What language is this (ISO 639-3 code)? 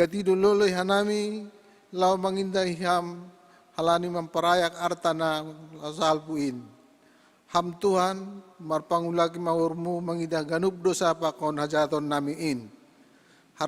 bts